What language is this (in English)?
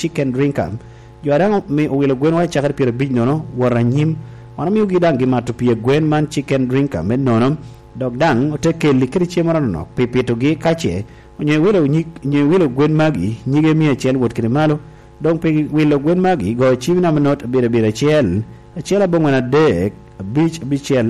Lango (Uganda)